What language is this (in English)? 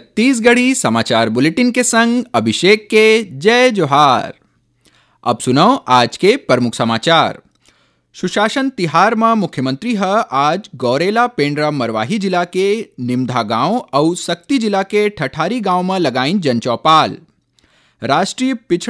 Chhattisgarhi